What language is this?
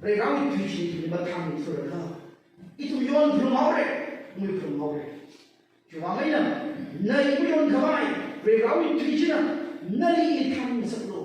Tangkhul Naga (India)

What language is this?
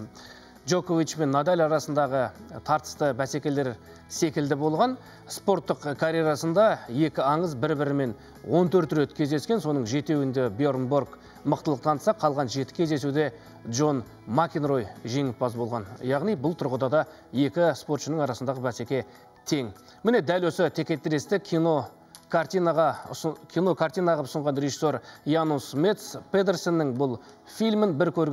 Kazakh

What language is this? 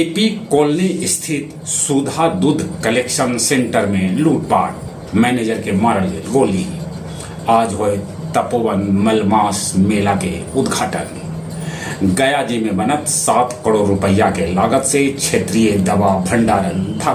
Magahi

